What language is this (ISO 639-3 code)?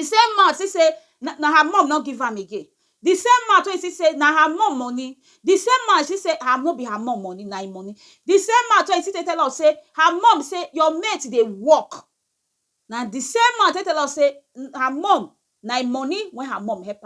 pcm